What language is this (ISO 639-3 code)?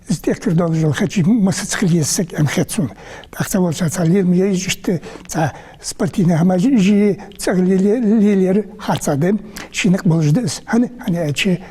inh